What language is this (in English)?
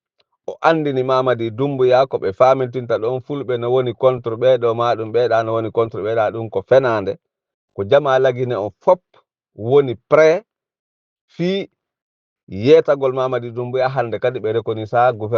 Fula